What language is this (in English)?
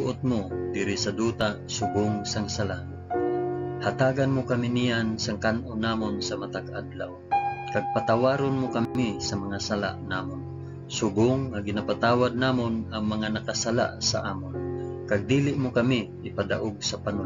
Hiligaynon